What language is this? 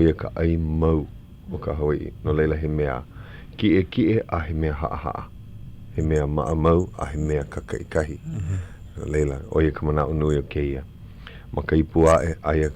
Hawaiian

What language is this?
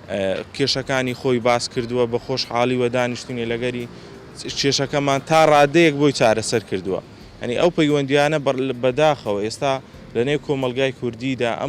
Central Kurdish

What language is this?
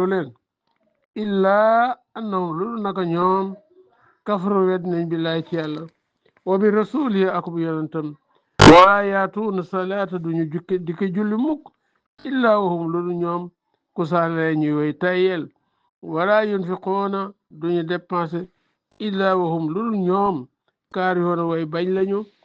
Wolof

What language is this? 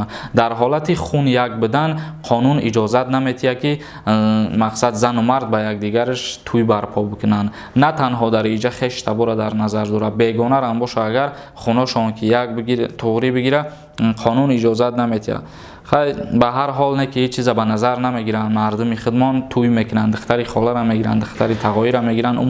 Tajik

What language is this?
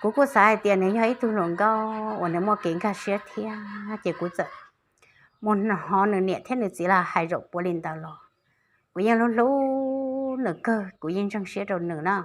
Hmong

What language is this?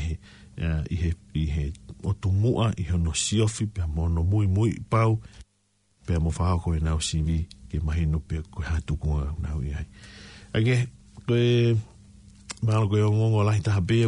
Tongan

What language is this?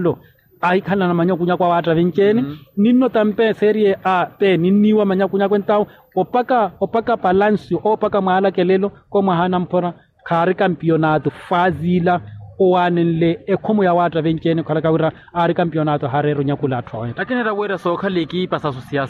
Makhuwa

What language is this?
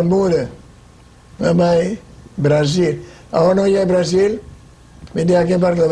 Papiamento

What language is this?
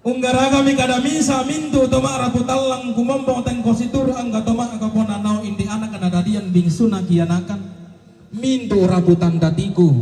Toraja-Sa'dan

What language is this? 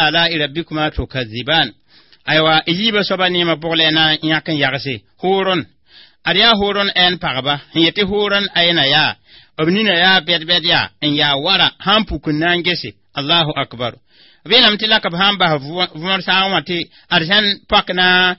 Mossi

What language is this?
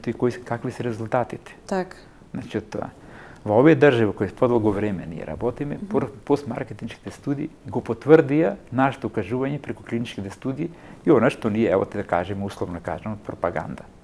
Macedonian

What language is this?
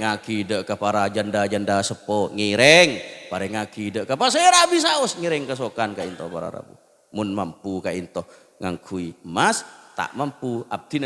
Madurese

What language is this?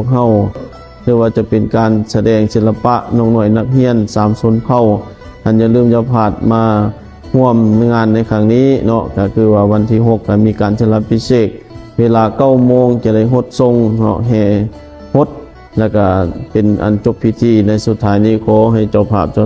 Lao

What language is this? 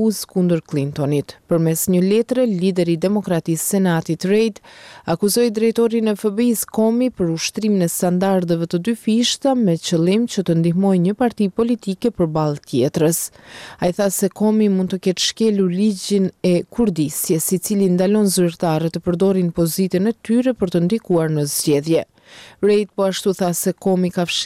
Albanian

